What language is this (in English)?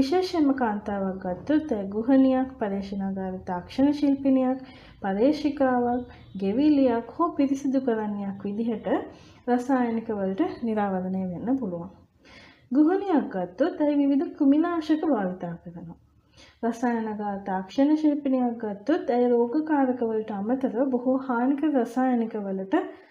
Sinhala